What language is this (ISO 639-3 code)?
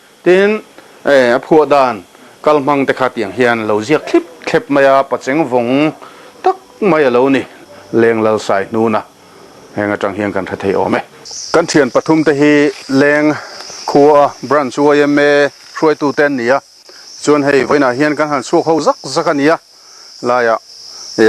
lus